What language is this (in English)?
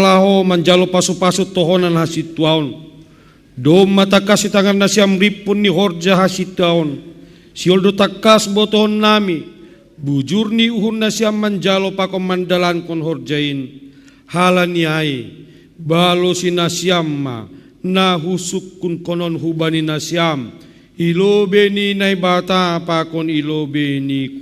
Batak Simalungun